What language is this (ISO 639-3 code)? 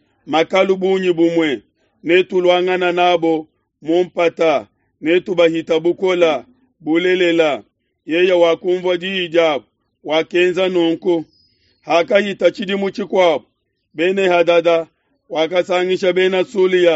lua